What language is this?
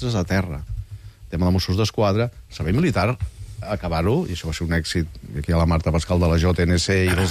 Catalan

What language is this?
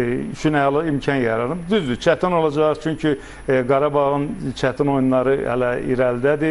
Azerbaijani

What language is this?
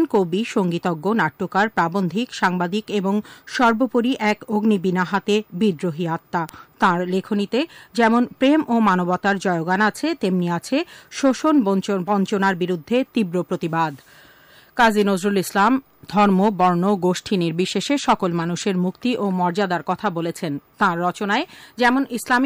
Bangla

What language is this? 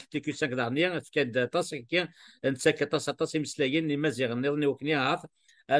Kabyle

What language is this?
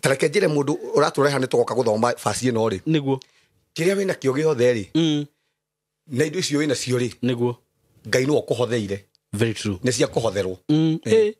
Kikuyu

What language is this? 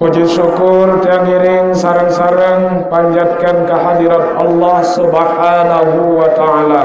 Sasak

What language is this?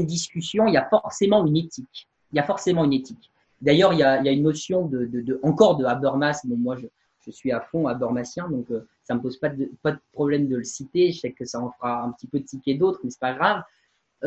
French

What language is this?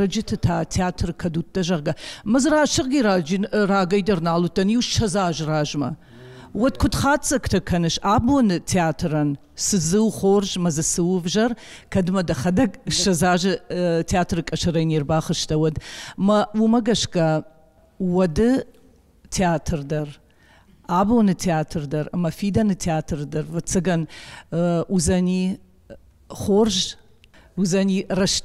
Ossetic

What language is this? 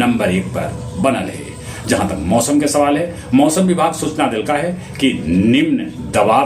Magahi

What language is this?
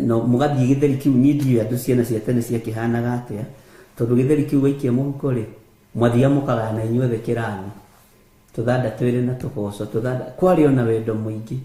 Kikuyu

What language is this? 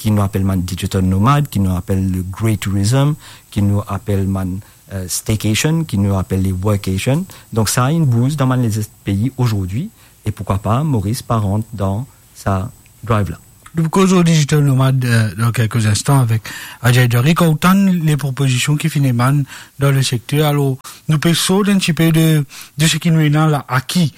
Morisyen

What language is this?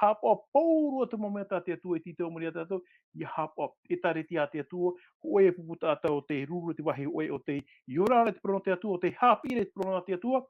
Tahitian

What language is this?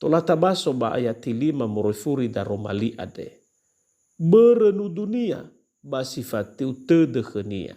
Nias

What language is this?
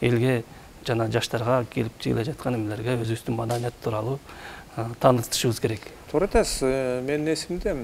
Kyrgyz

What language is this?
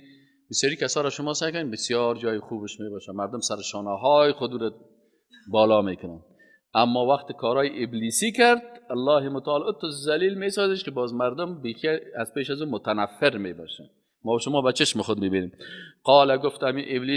Persian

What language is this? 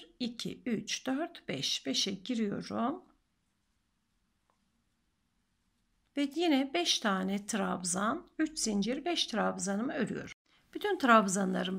Turkish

